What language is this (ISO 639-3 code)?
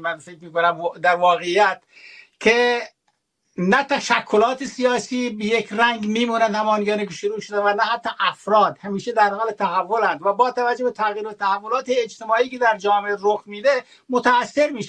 fas